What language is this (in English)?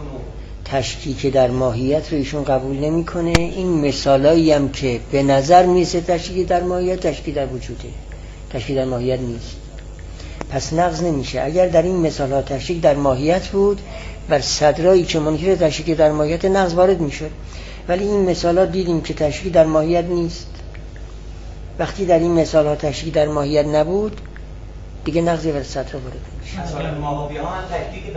Persian